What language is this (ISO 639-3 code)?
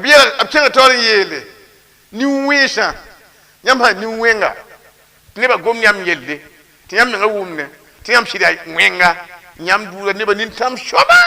mos